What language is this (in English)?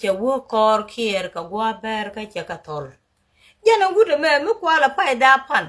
Nuer